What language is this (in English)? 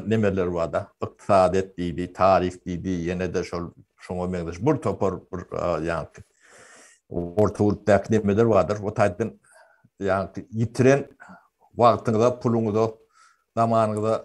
Turkmen